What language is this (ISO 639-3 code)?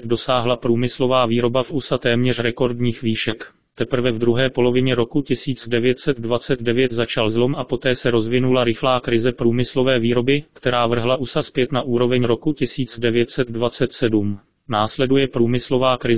ces